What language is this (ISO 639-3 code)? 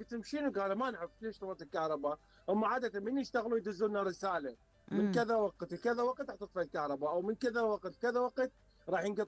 acm